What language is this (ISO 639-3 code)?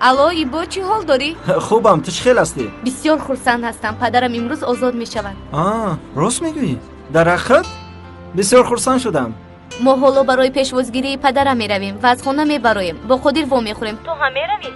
tgk